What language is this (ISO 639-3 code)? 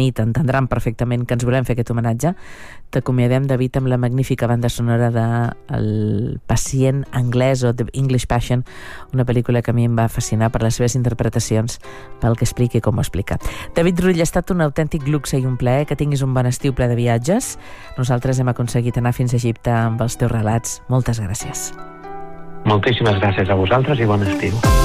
cat